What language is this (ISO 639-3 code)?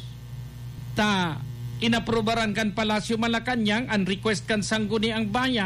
bik